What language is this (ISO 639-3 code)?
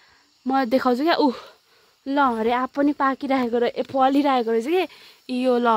nep